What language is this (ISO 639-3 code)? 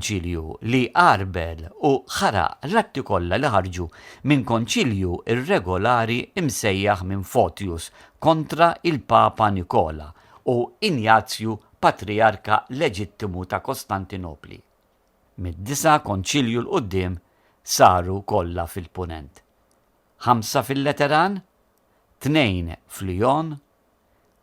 mlt